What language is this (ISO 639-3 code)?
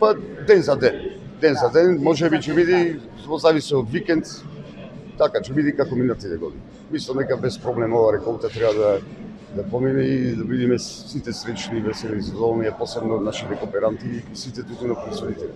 mkd